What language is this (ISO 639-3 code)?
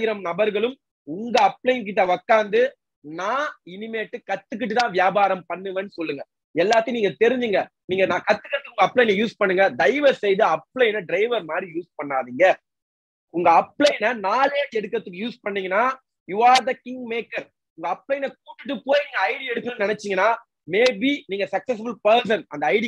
tam